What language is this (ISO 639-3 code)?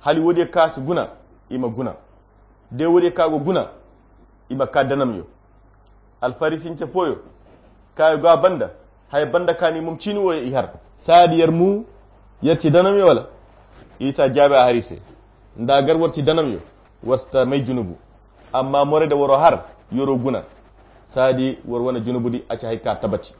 khq